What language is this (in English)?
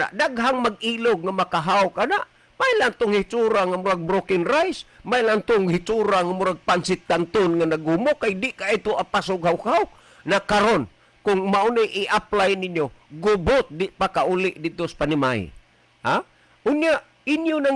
Cebuano